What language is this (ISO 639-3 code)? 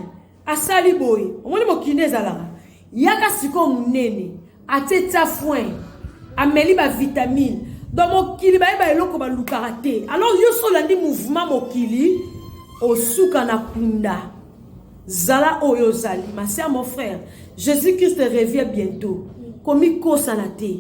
lin